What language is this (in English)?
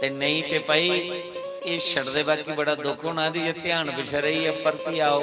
Dogri